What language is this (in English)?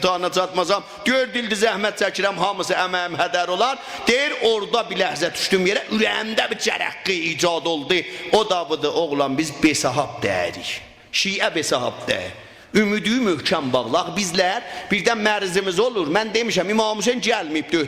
South Azerbaijani